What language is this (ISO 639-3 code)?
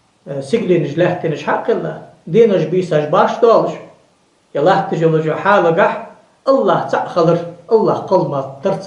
inh